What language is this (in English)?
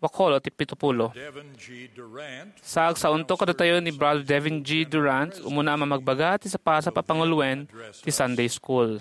Iloko